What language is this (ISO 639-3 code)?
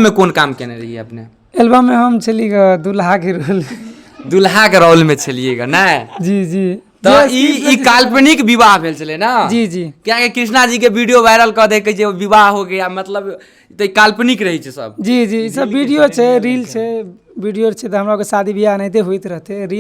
mai